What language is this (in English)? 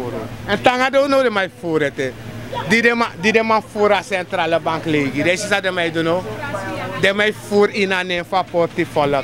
Sranan Tongo